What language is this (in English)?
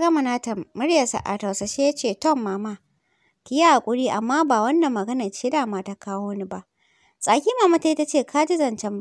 Hausa